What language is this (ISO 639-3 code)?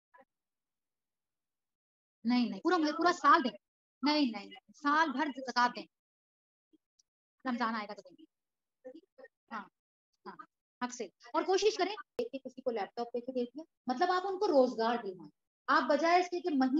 urd